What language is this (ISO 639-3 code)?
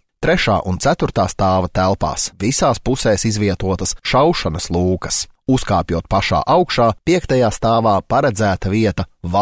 lav